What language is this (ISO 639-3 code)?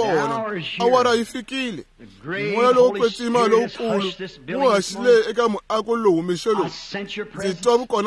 tso